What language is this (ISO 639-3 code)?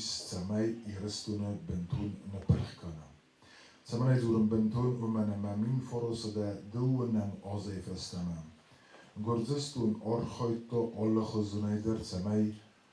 oss